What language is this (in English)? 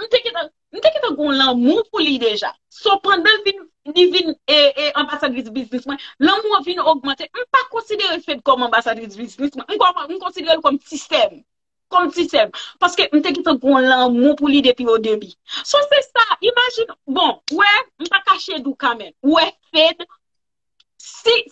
Haitian Creole